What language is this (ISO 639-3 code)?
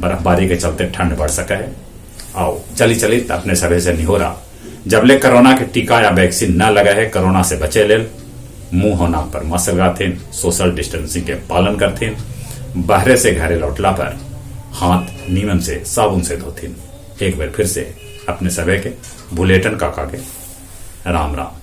mag